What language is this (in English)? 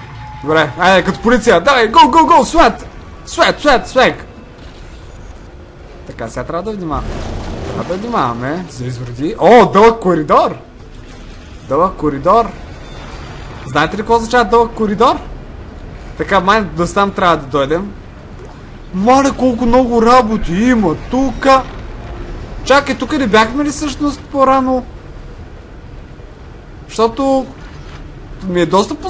Bulgarian